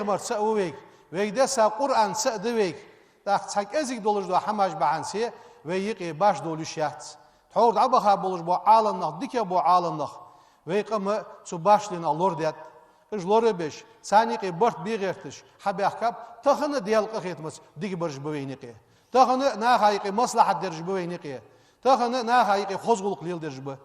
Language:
Ingush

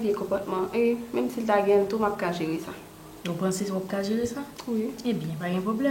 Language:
Haitian Creole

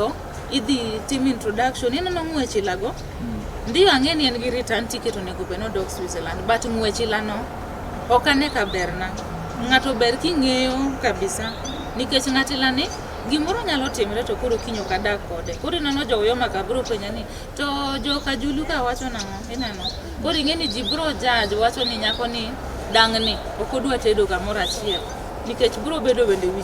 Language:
Luo (Kenya and Tanzania)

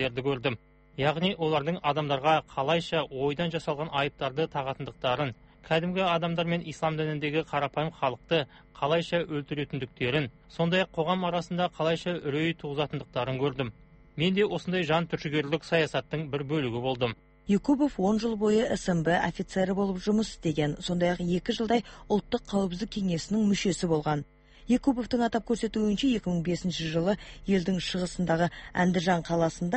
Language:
Kazakh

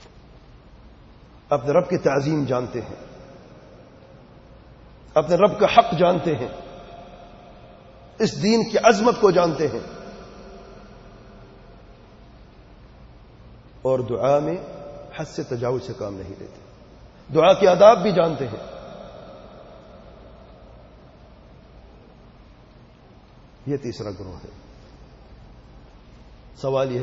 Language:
Urdu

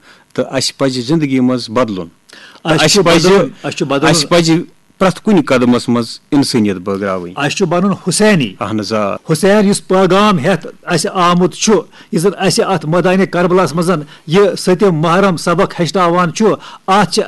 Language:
Kashmiri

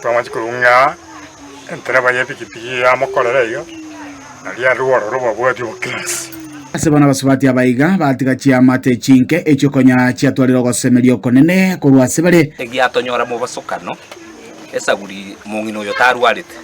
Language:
Gusii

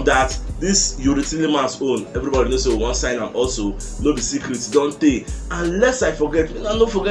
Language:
Nigerian Pidgin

